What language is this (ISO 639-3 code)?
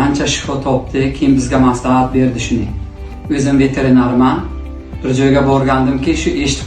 uzb